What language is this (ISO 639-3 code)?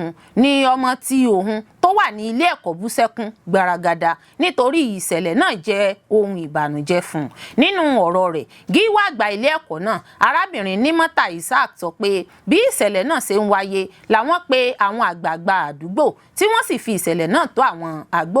yor